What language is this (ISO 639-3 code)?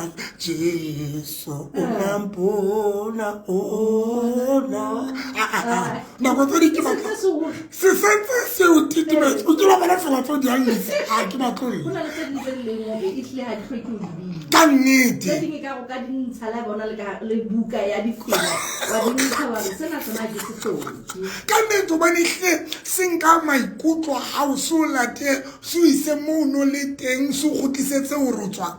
sot